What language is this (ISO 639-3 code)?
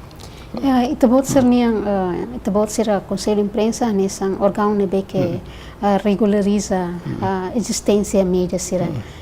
tet